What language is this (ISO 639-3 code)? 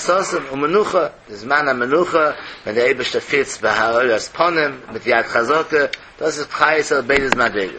yid